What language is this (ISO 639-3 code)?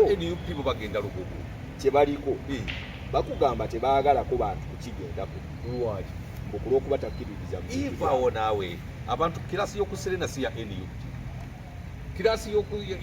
lug